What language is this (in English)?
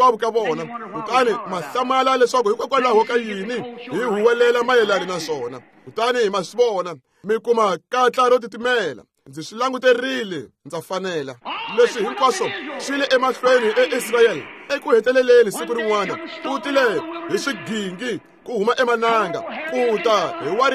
Tsonga